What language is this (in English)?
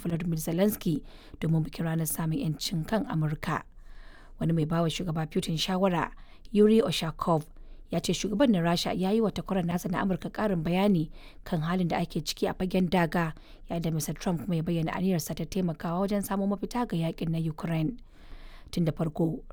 Hausa